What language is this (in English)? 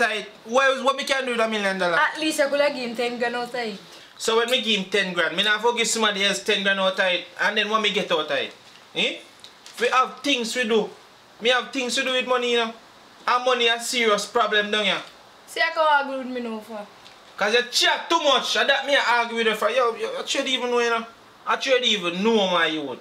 Jamaican Creole English